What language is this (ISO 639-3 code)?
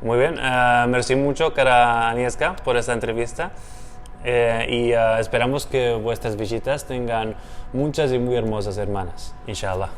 lad